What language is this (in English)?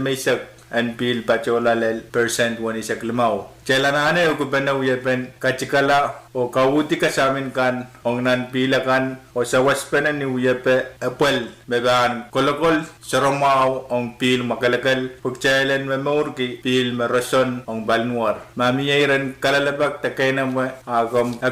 Pohnpeian